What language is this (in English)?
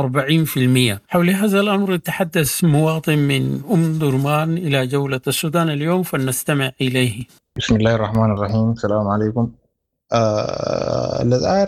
Sudanese Arabic